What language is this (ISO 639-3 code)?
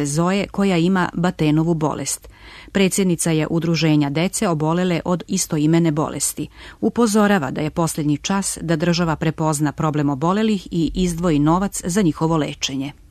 srp